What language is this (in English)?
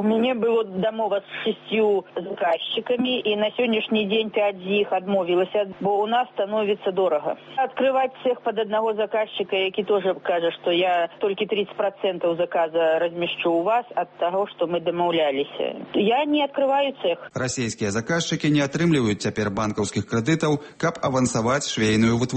Belarusian